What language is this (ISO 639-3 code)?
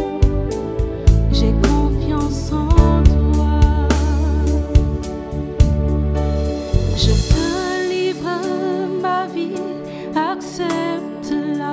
fra